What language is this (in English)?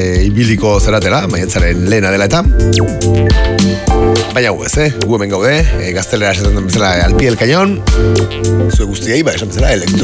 Basque